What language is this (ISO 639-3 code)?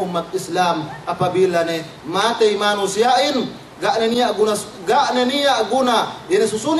yka